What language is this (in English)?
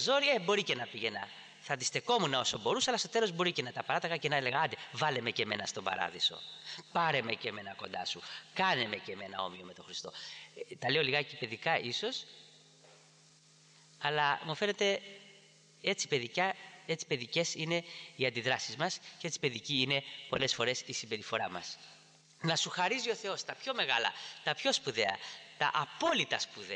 Greek